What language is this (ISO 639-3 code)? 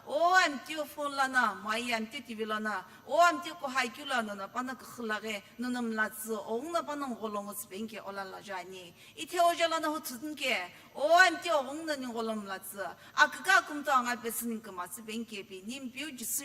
nsm